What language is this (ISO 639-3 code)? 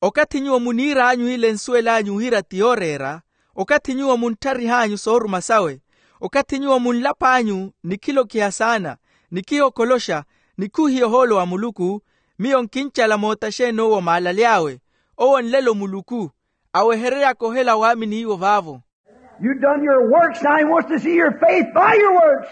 vmw